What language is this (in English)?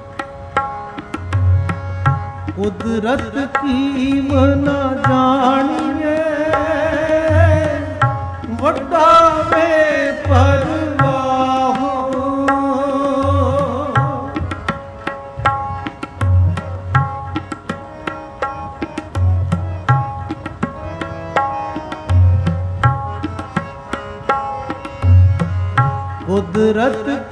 Punjabi